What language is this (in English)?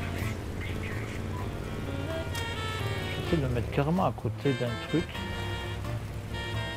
French